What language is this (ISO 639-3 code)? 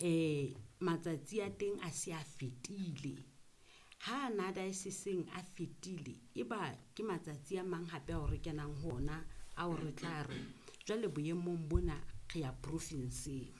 sot